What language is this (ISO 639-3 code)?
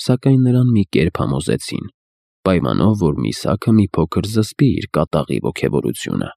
hye